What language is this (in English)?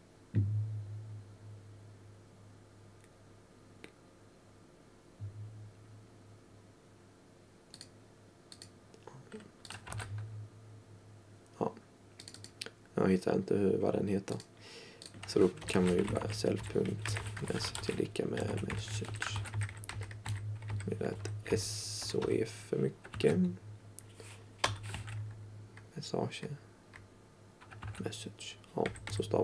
Swedish